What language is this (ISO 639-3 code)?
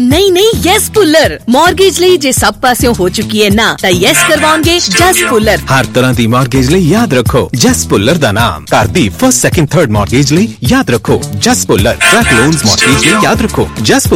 pan